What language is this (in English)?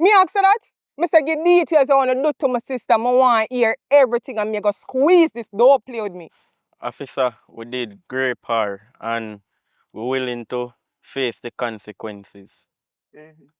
Jamaican Creole English